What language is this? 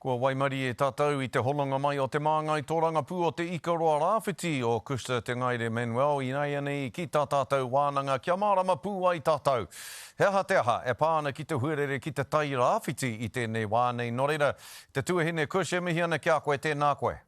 Māori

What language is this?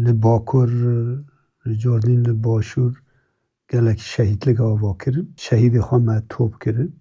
Kurdish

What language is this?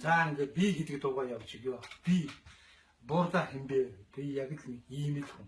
Mongolian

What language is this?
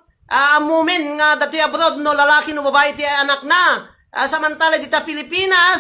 Iloko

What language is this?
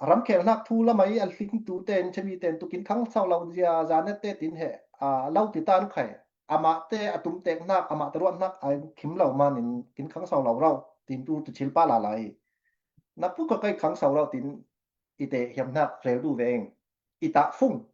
Falam Chin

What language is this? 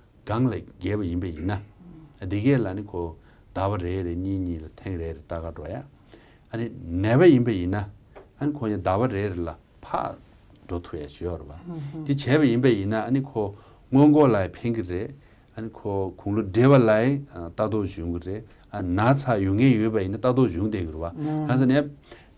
Tibetan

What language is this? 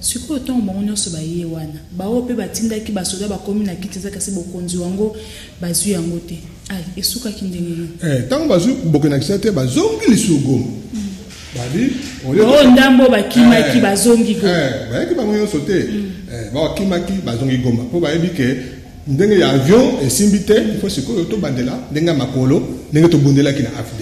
Lingala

